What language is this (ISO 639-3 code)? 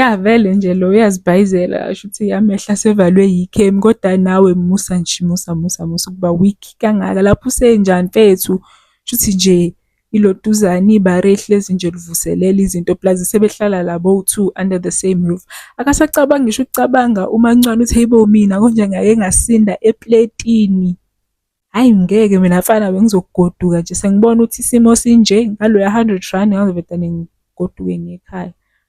zul